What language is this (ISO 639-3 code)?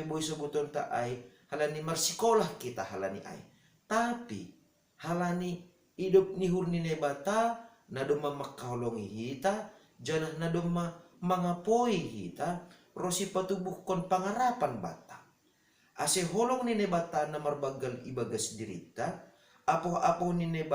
bts